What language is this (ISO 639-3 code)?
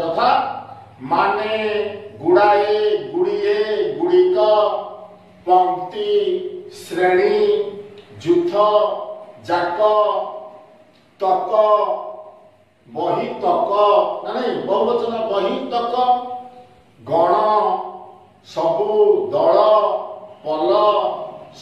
ori